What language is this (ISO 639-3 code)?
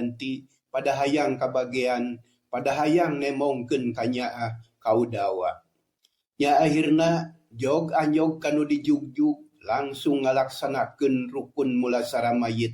sun